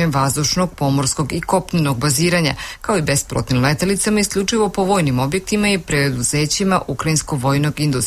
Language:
Serbian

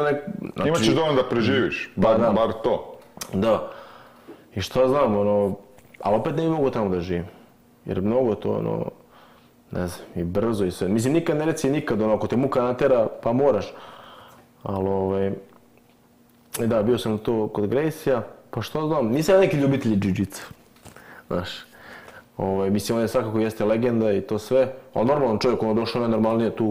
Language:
Serbian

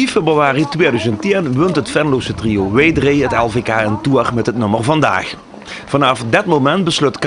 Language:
Limburgish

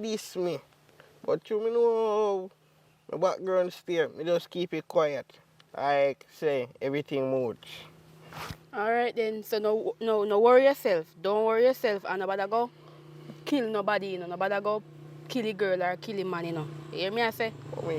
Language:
Jamaican Creole English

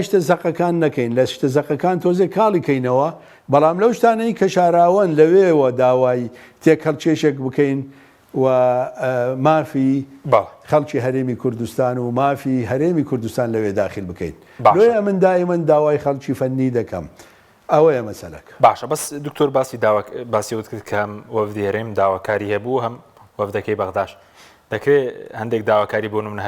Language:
Central Kurdish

